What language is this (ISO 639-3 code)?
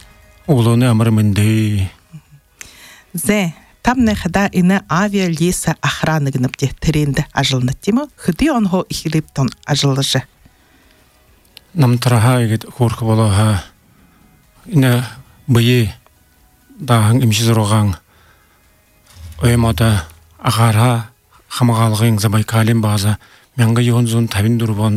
bua